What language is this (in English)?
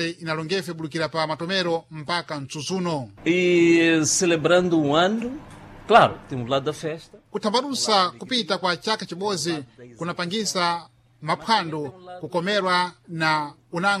Sena